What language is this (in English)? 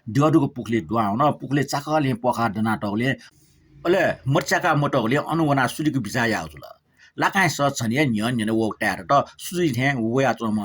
Newari